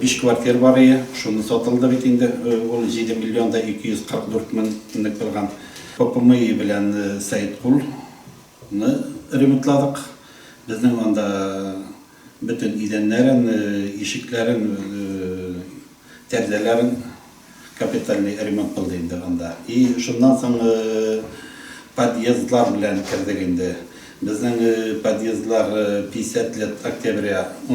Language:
Tatar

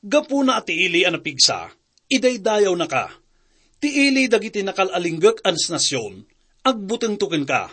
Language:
Iloko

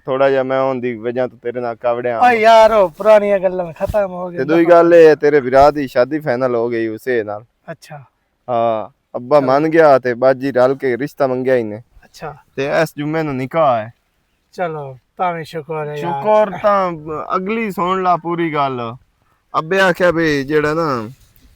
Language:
Western Panjabi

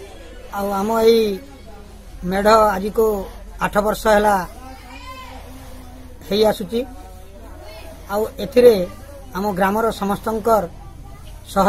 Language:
Odia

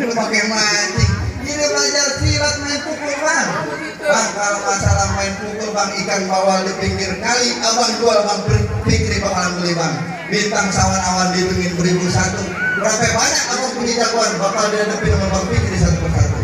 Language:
Betawi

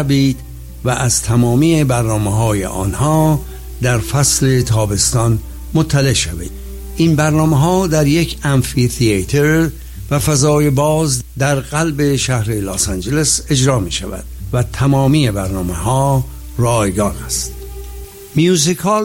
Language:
Persian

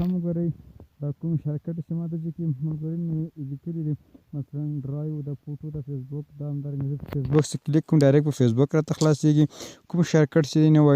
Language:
Pashto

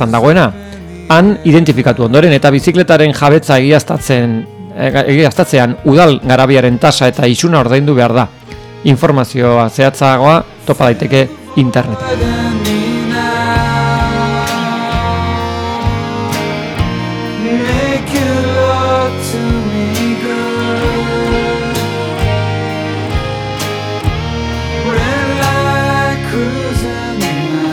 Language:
Basque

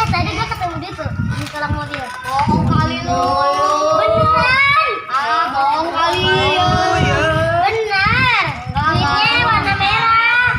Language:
Betawi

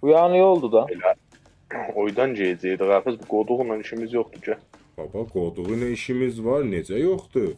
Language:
South Azerbaijani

